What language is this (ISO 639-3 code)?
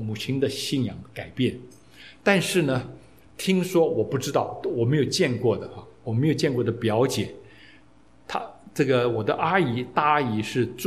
zho